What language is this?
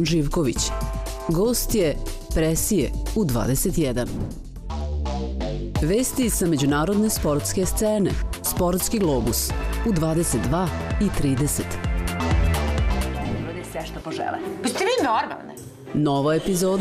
Serbian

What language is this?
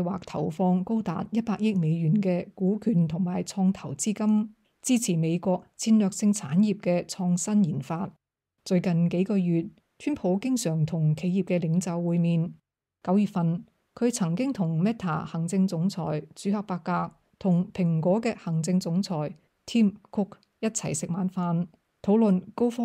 Cantonese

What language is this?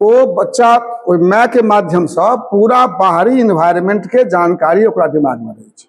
Maithili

